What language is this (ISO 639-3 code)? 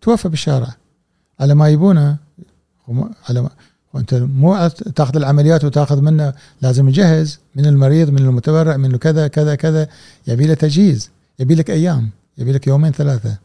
afb